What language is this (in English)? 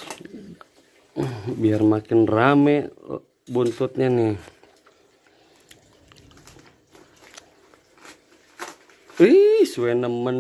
Indonesian